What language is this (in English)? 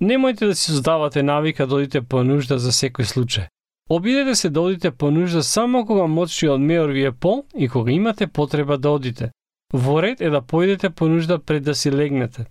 Macedonian